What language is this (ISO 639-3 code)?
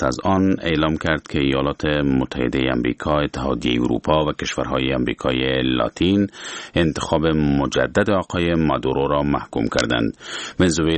fas